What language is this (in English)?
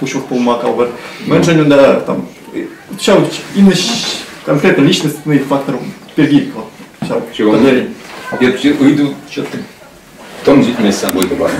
Chuvash